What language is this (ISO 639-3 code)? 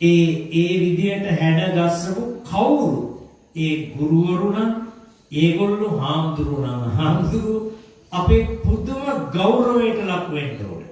sin